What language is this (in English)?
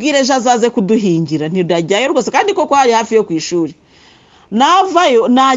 Kinyarwanda